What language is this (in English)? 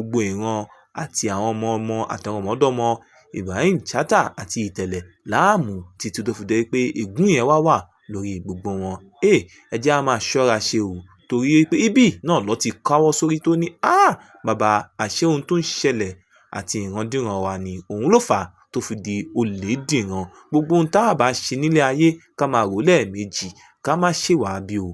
Yoruba